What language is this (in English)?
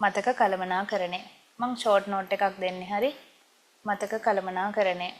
Sinhala